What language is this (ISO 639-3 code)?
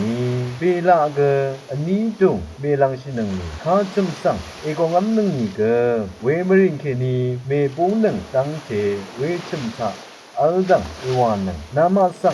raw